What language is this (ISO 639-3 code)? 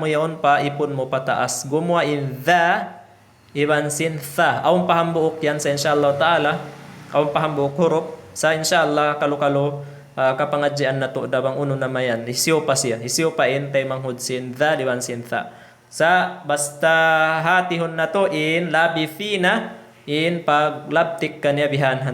tsg